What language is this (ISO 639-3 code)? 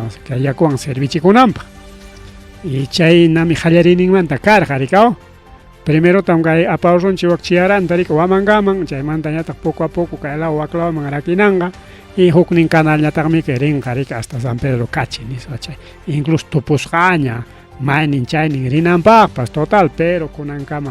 quy